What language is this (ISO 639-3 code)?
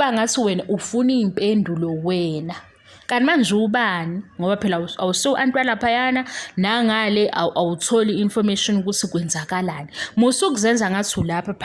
zul